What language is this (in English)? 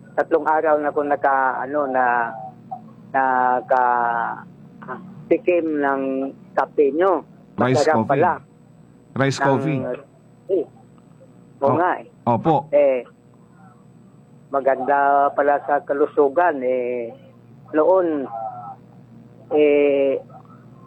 Filipino